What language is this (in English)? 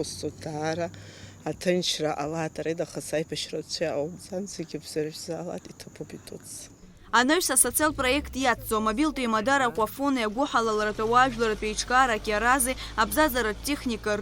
Abkhazian